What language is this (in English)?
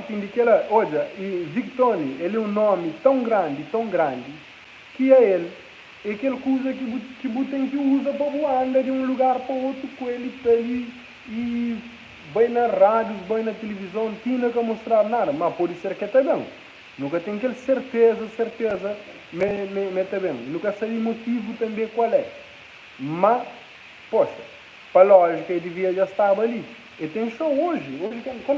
Kabuverdianu